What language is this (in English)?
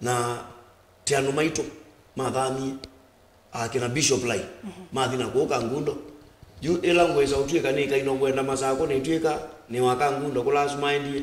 Kamba